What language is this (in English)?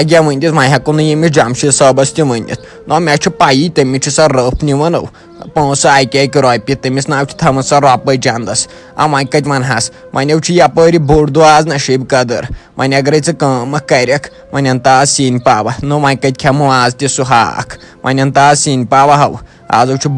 Kashmiri